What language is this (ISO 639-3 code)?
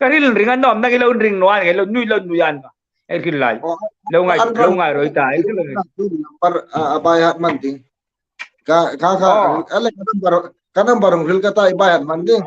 hmr